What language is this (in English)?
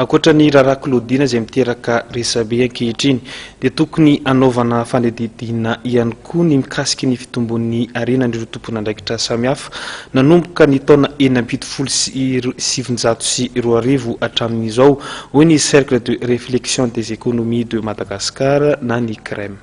Malagasy